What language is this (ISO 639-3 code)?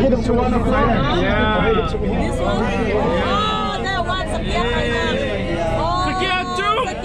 cnh